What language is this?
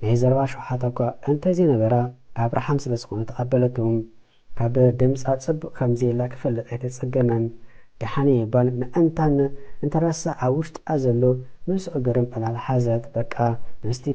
Tigrinya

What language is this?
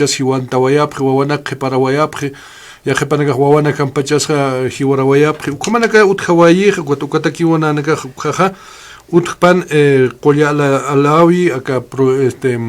Aymara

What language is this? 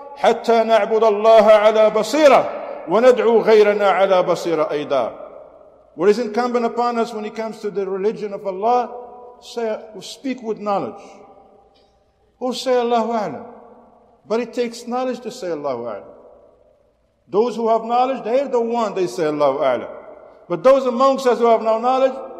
English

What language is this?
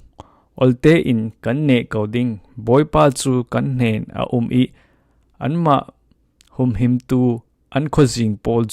Falam Chin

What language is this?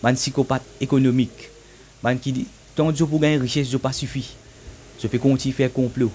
Morisyen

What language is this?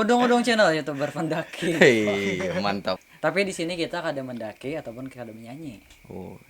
Banjar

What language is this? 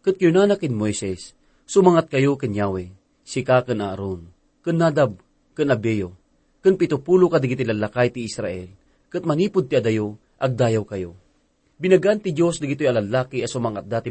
Iloko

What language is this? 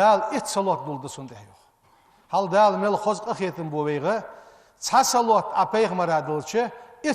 Ingush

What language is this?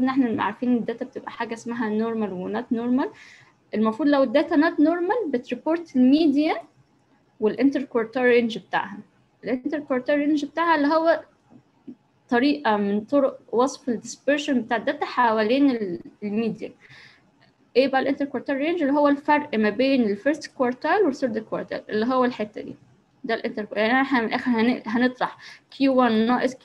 Egyptian Arabic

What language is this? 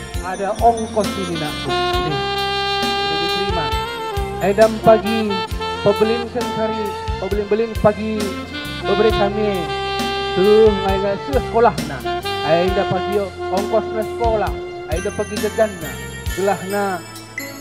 Batak Karo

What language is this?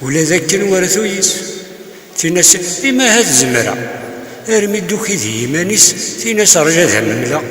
Kabyle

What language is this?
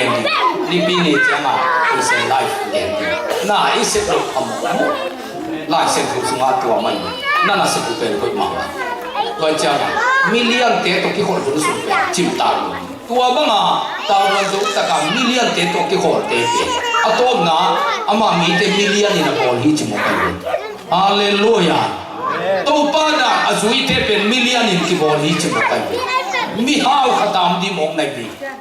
Tedim Chin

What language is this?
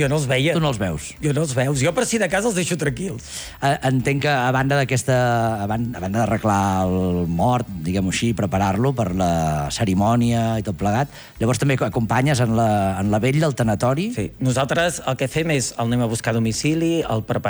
Catalan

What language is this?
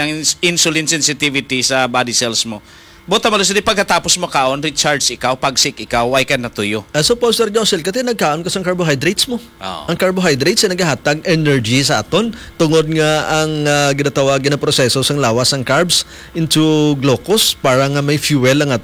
Hiligaynon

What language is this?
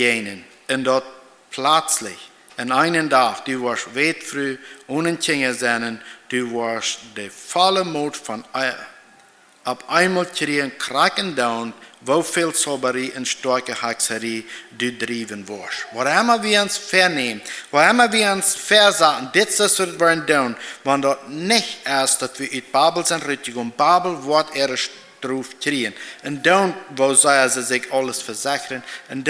Plautdietsch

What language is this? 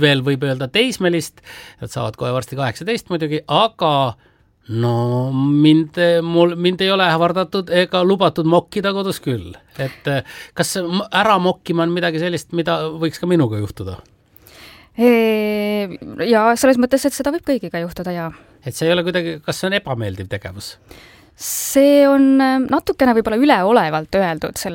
Estonian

